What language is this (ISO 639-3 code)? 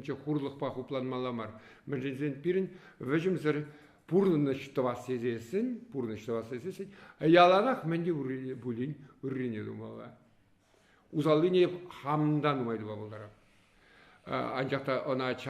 chv